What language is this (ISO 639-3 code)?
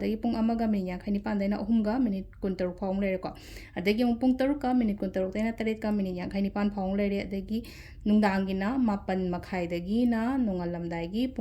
mni